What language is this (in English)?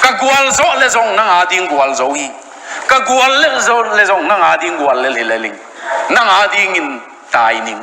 Tedim Chin